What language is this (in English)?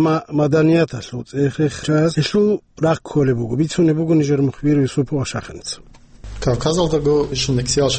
Avaric